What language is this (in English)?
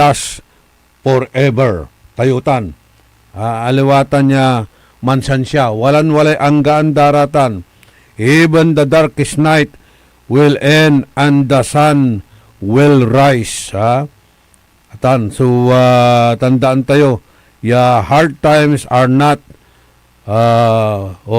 Pangasinan